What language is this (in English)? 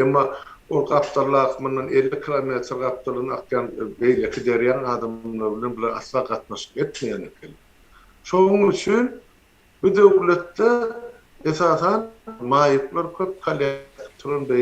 Turkmen